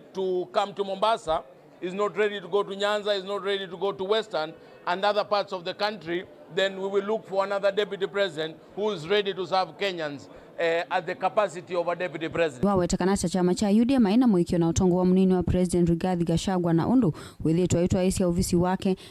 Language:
Kamba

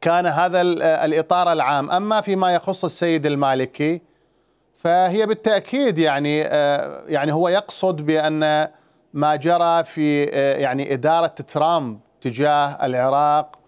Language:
Mesopotamian Arabic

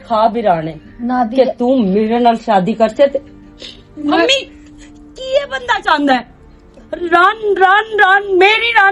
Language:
Western Panjabi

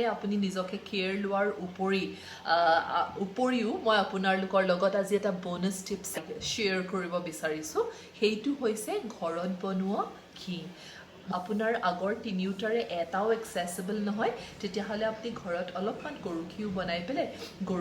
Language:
Assamese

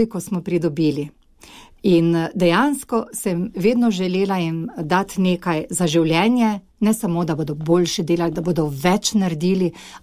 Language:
Slovenian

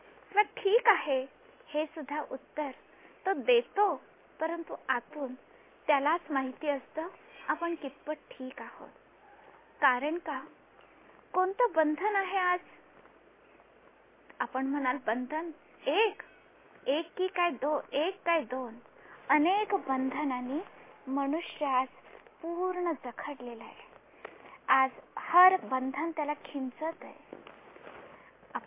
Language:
Marathi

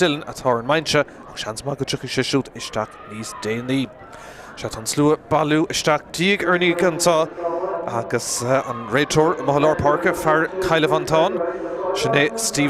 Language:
Irish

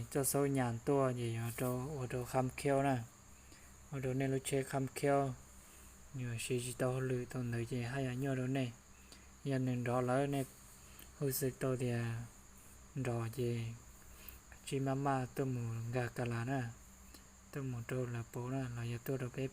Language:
Hmong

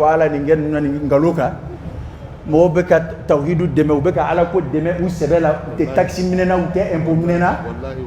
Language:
Dyula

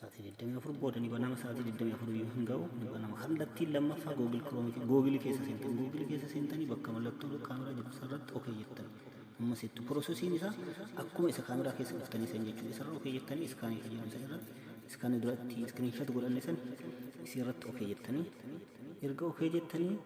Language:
Oromo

